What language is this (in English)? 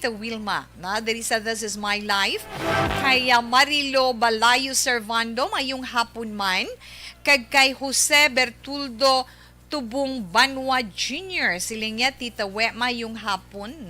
Hiligaynon